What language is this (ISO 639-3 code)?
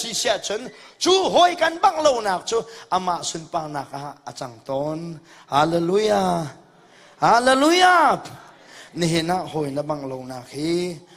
cnh